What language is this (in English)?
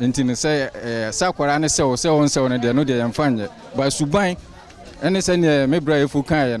Akan